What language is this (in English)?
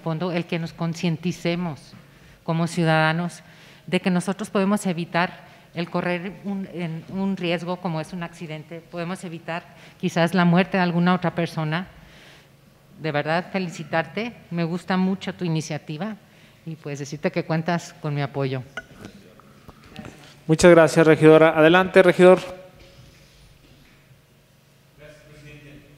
Spanish